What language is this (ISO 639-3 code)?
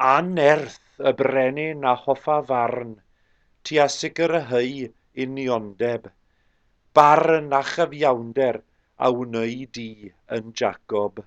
cym